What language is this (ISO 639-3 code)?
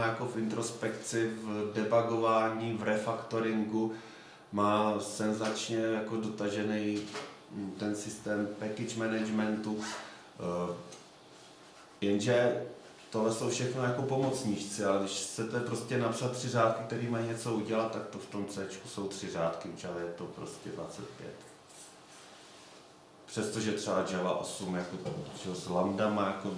ces